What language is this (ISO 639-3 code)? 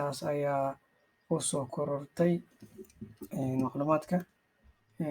som